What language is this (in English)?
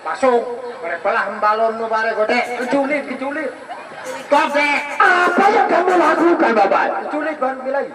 Sasak